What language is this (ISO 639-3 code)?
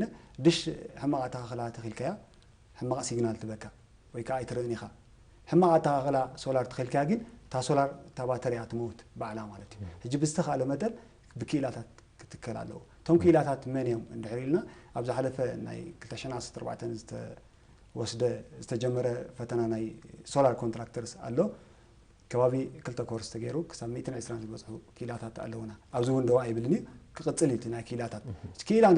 tir